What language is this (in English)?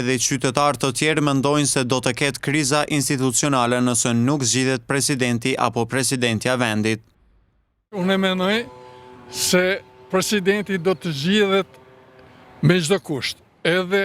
Albanian